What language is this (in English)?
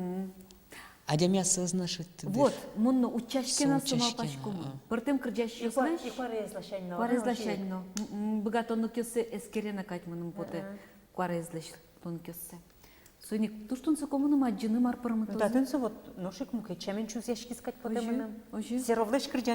Udmurt